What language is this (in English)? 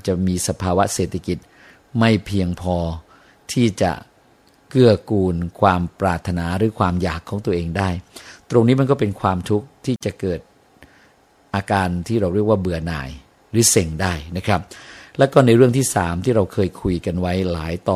Thai